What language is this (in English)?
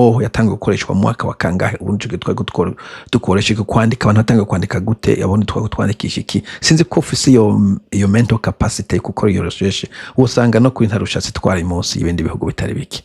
Rundi